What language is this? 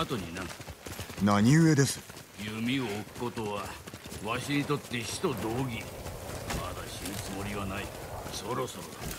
Japanese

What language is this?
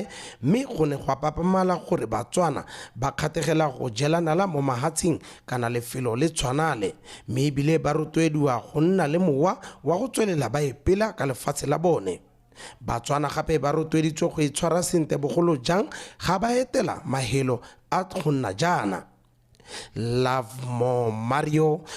Tswana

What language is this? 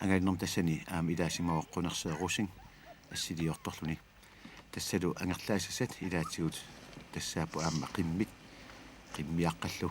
Kalaallisut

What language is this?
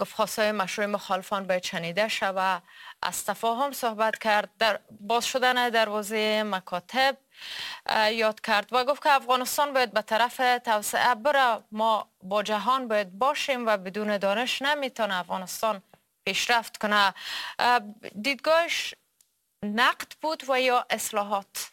Persian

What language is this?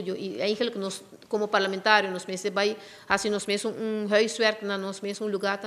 Papiamento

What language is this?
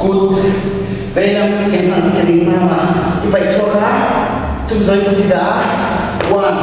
Mizo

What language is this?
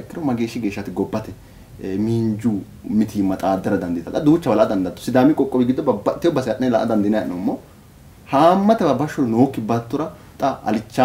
Sidamo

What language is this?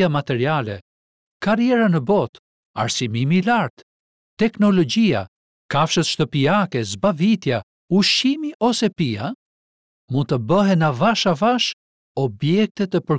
Albanian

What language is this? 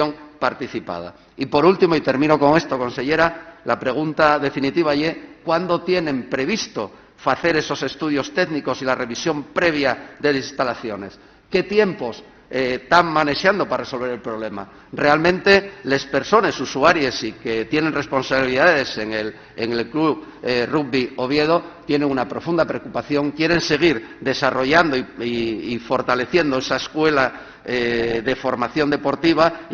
Asturian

